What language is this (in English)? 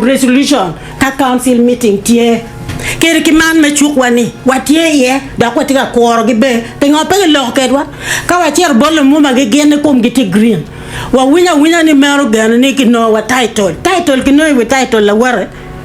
Acoli